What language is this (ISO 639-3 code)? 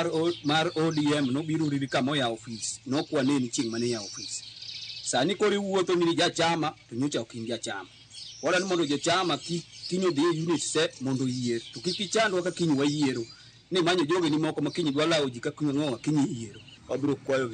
luo